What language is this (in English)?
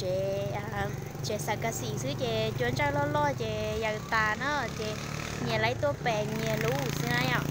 Hmong